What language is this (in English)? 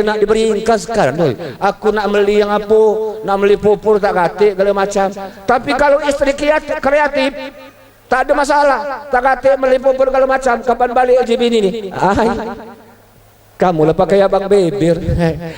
Musi